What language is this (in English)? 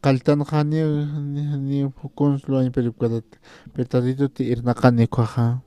Aymara